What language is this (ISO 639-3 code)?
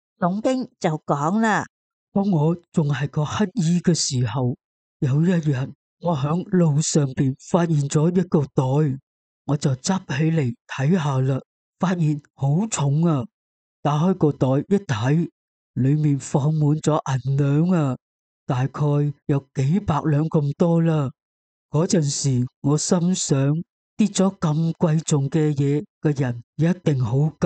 yue